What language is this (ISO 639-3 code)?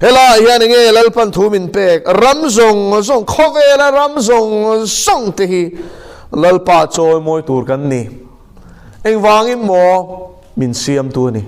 lus